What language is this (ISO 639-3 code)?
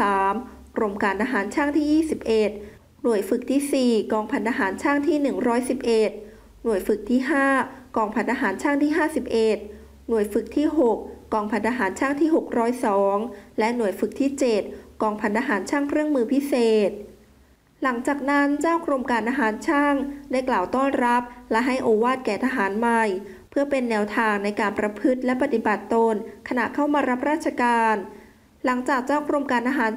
tha